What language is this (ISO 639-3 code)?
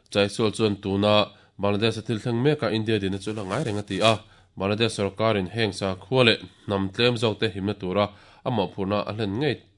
lus